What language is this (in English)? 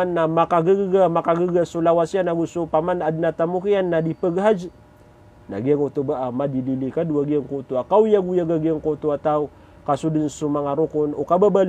Maranao